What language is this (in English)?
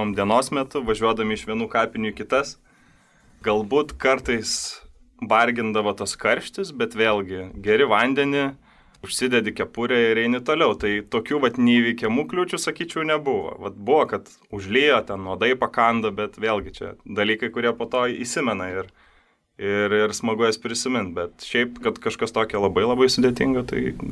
Lithuanian